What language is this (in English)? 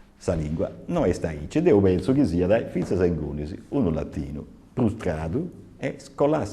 Sardinian